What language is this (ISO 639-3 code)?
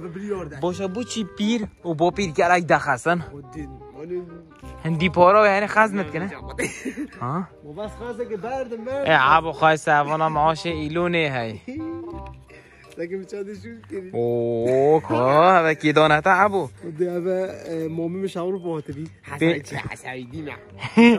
fas